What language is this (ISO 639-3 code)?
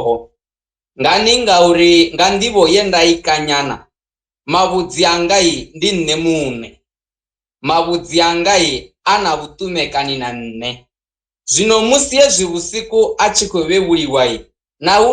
ven